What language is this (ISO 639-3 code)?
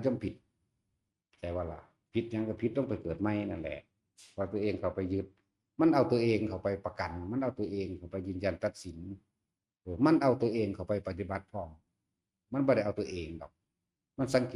tts